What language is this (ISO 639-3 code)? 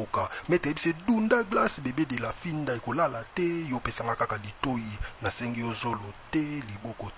lin